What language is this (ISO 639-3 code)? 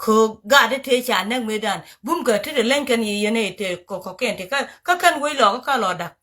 nus